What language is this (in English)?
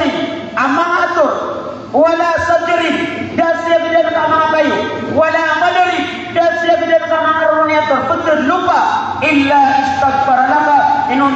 Maranao